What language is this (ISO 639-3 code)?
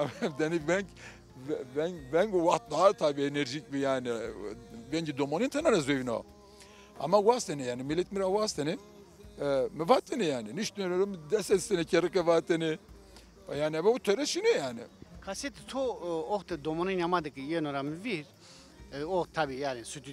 zza